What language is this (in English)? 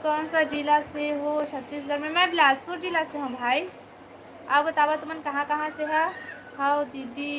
Chhattisgarhi